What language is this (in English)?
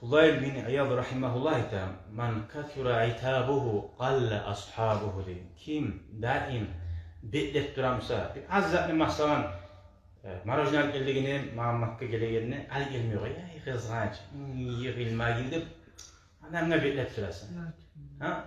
Kumyk